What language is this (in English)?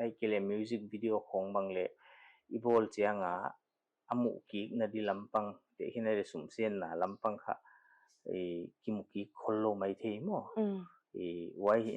Paite Chin